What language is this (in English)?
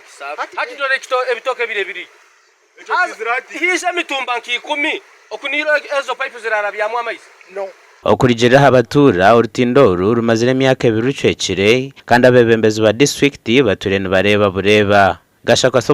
Nyankole